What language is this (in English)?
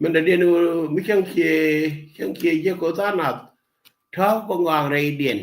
Nuer